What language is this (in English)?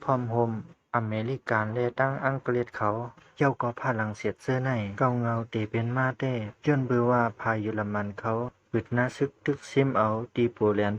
Shan